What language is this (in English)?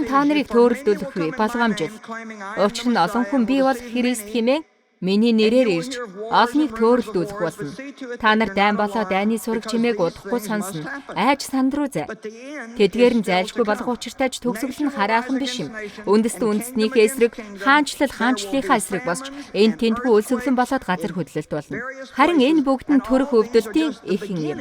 Mongolian